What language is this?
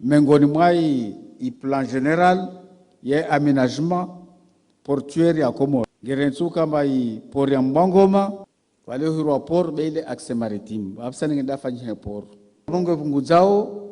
Ngazidja Comorian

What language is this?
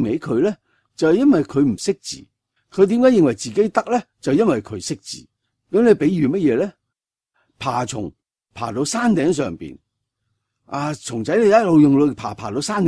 Cantonese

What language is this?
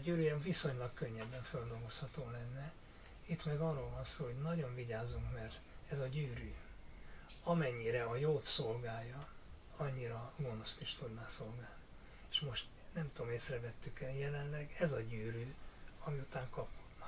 Hungarian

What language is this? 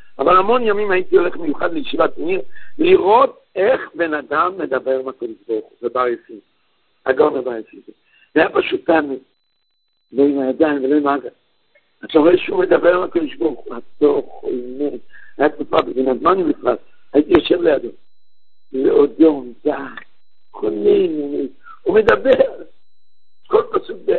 Hebrew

